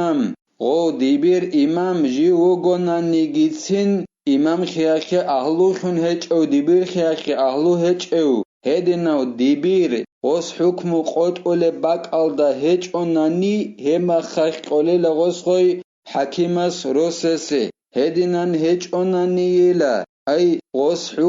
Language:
Avaric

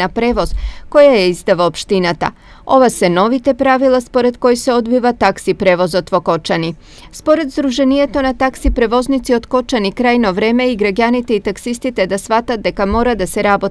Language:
Macedonian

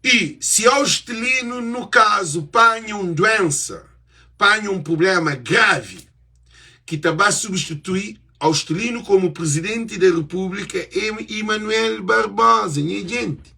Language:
Kabuverdianu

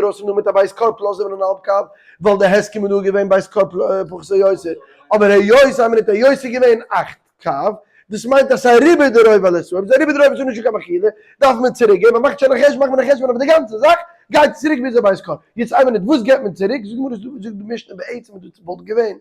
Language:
Yiddish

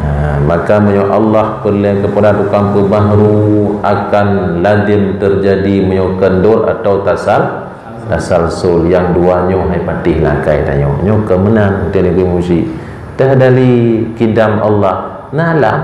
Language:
Achinese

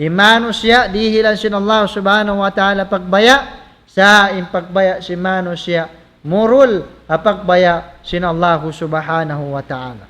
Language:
Tausug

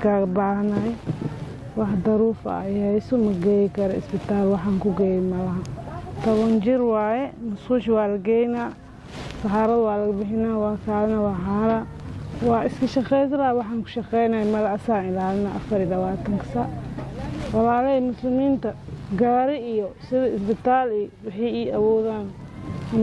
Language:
Somali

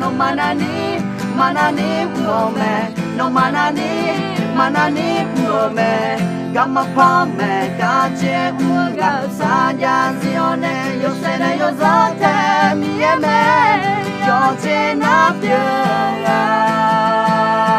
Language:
Akha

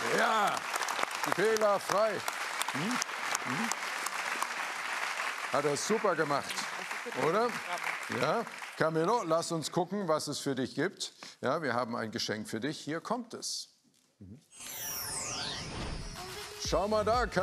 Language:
German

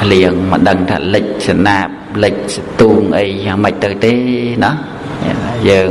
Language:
Khmer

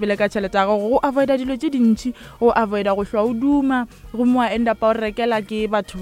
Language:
Northern Sotho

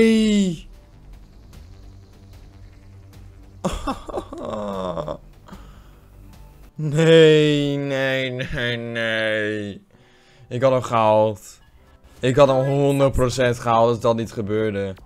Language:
Dutch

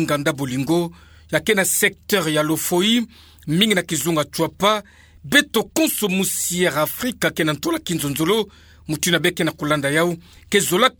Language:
Kituba (Democratic Republic of Congo)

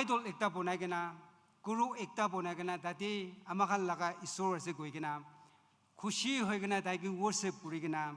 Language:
Naga Pidgin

